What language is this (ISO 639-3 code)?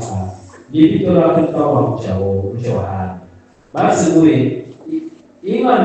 ssw